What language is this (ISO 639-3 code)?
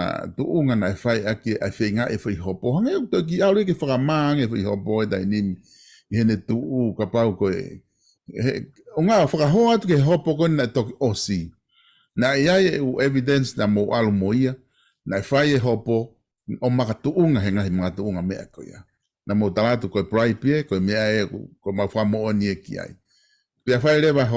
ton